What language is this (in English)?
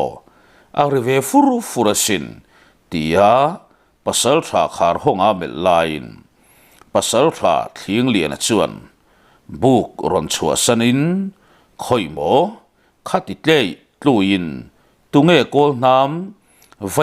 Mizo